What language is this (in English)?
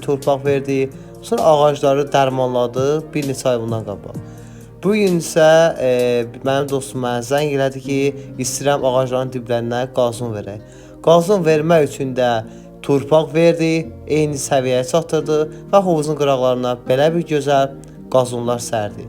Azerbaijani